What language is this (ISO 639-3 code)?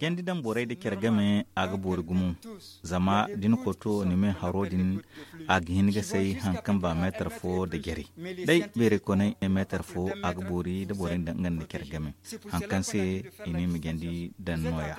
dje